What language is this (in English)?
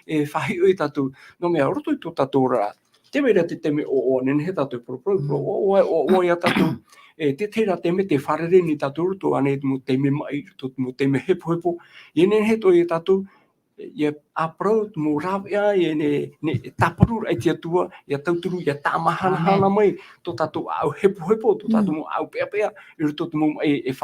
Tahitian